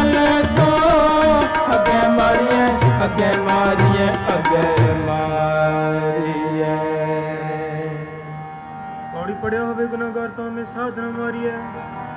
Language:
Punjabi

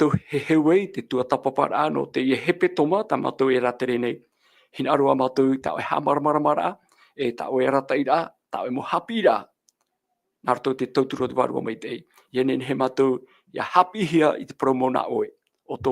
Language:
Tahitian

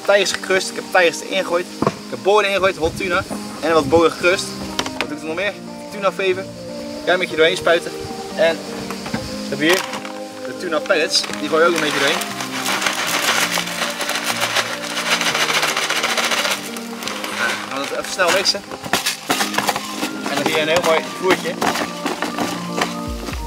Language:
Dutch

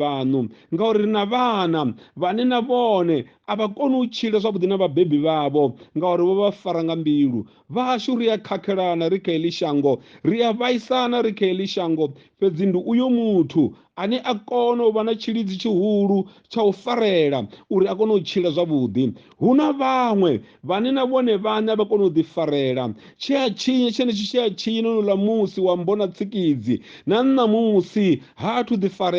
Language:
Venda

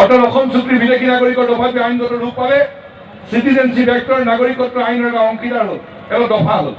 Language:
Assamese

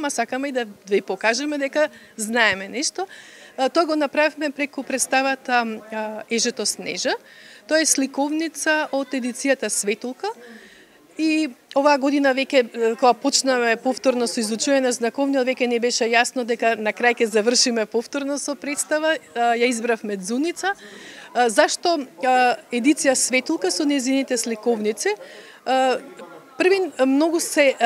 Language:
Macedonian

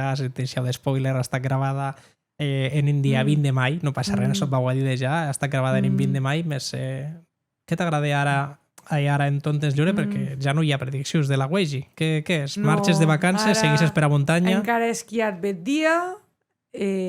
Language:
Occitan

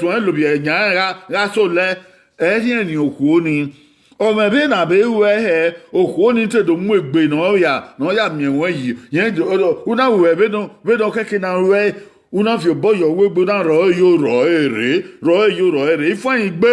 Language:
Bini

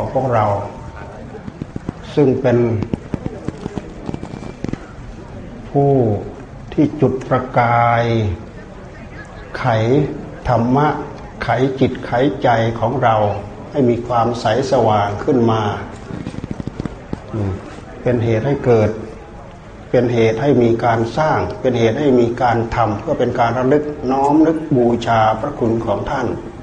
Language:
Thai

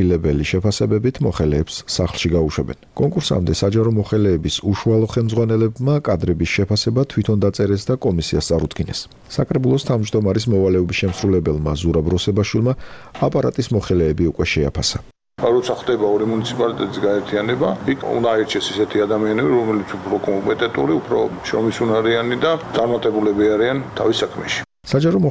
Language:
Georgian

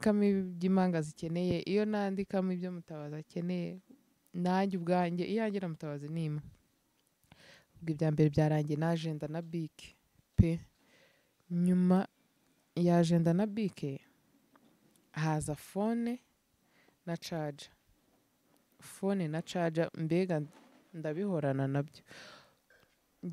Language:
Kinyarwanda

